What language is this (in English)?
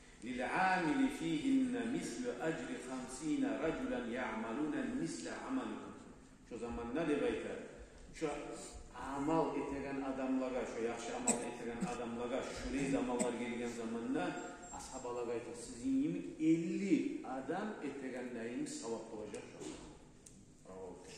Kumyk